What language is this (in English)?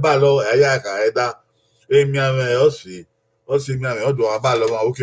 Bini